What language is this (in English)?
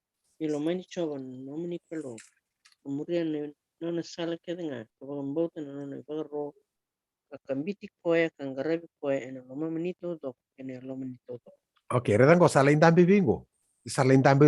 Fijian